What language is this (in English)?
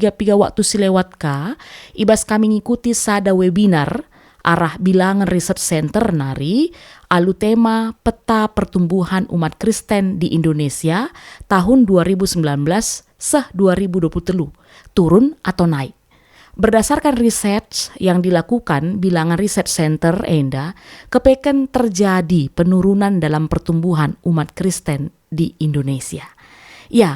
Batak Karo